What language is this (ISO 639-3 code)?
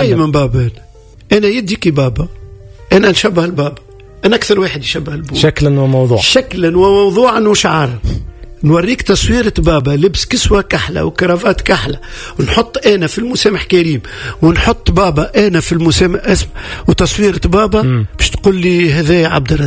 aeb